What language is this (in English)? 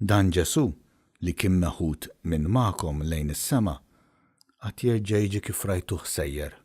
Maltese